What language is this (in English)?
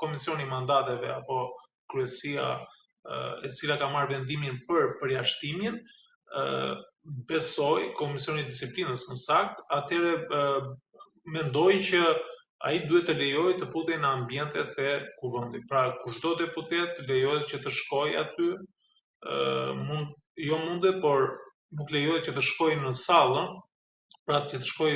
Albanian